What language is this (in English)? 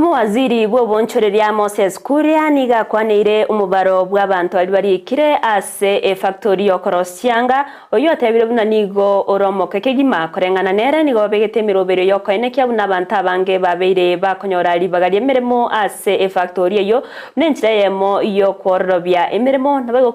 Gusii